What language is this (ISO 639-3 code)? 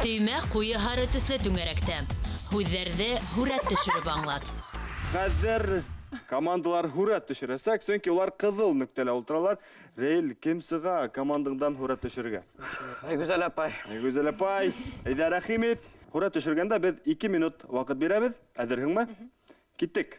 bak